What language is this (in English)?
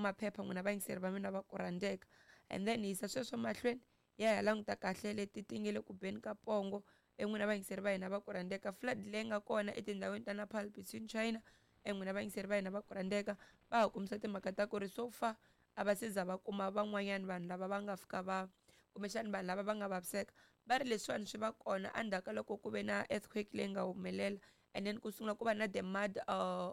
Tsonga